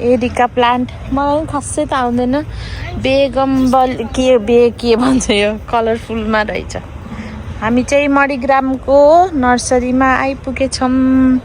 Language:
Nepali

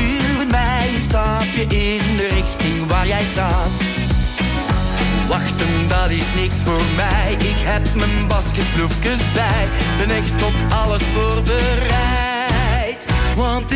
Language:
Dutch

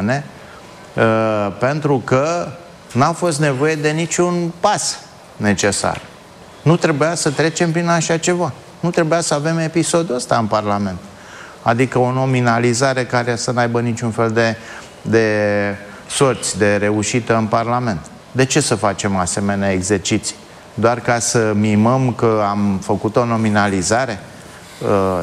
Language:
Romanian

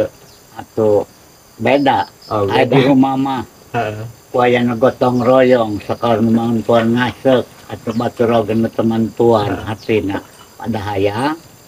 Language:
Sundanese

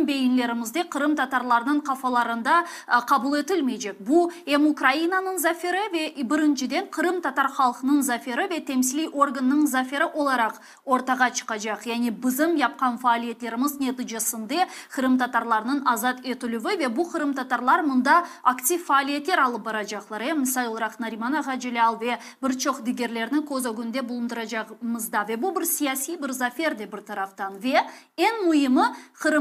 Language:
Crimean Tatar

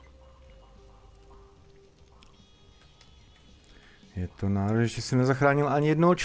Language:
Czech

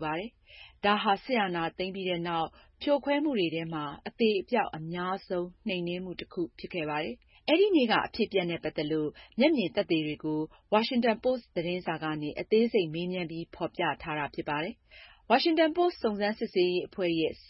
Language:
Burmese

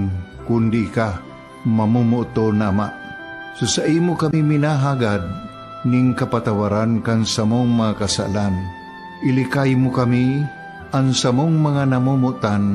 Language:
Bikol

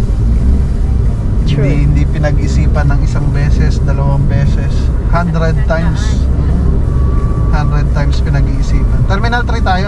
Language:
Filipino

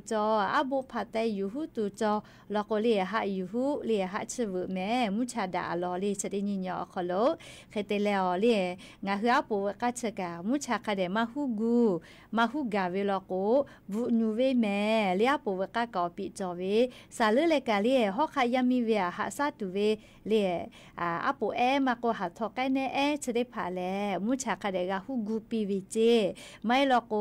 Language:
Lahu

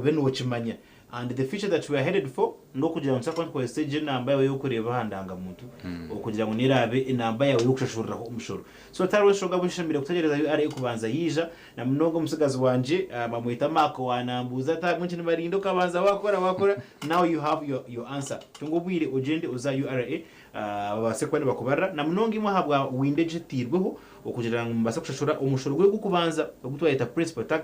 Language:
Nyankole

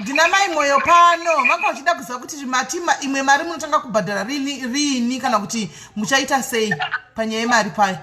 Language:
Shona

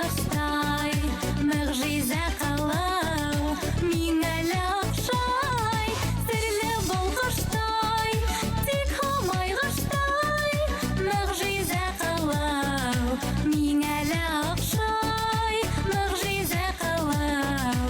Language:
Bashkir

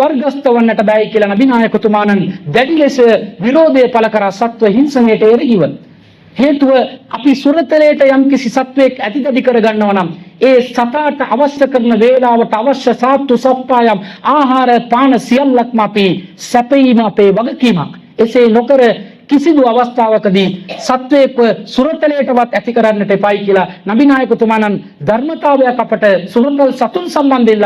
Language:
Sinhala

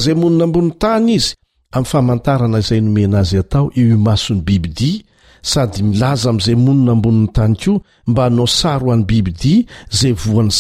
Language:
Malagasy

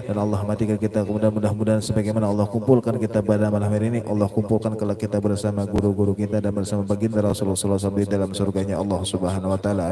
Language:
Banjar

